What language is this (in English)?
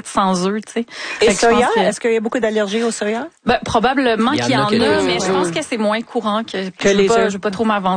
French